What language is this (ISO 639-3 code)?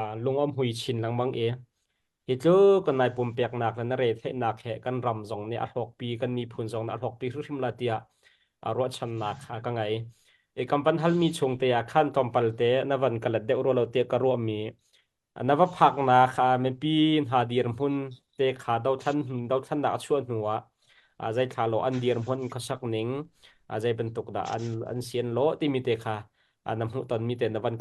cnh